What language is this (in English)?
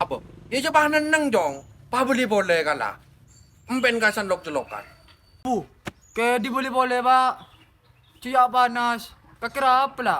Madurese